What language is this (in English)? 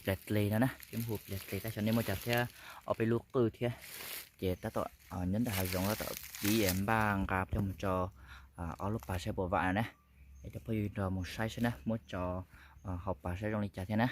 Hmong